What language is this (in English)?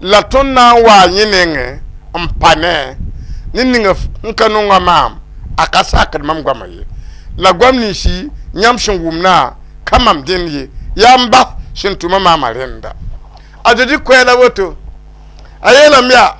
Mossi